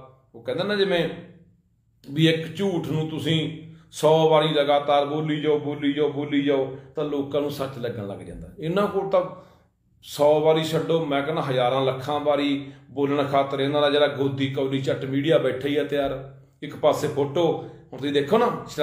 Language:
Punjabi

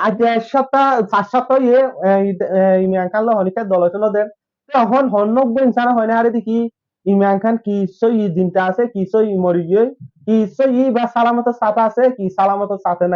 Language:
Rohingya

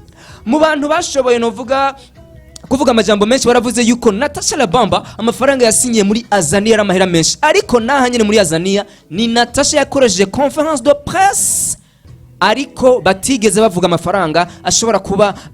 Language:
Rundi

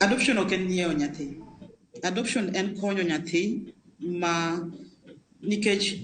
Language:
Luo (Kenya and Tanzania)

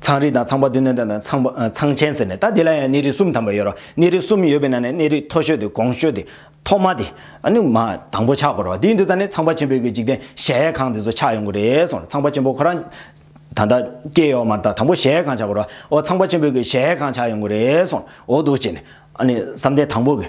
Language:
Tibetan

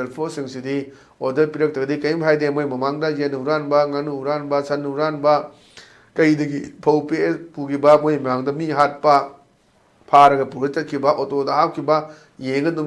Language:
Manipuri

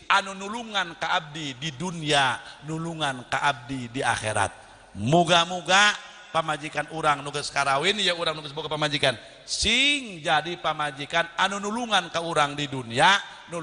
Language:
Sundanese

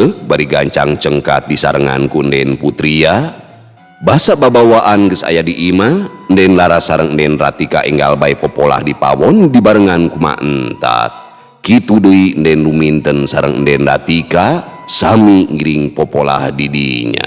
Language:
Sundanese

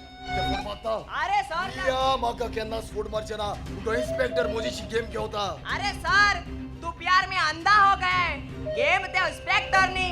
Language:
Konkani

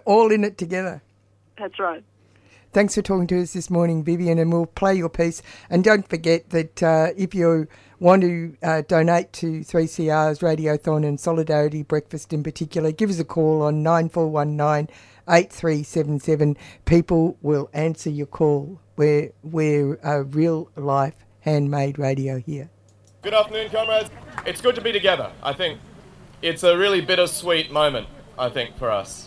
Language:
English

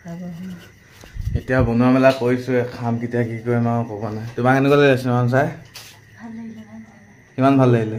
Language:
Assamese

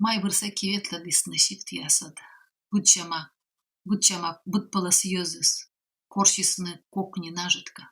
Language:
Komi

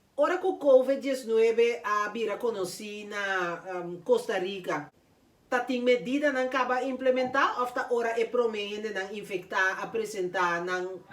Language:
Papiamento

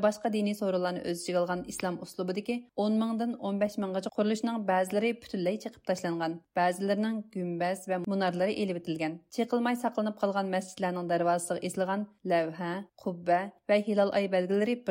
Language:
Uyghur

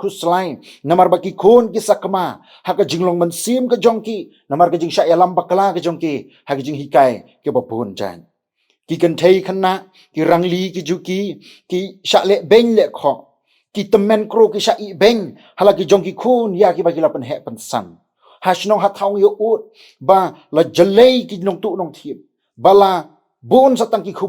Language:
Khasi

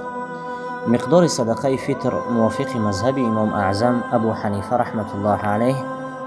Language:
Tajik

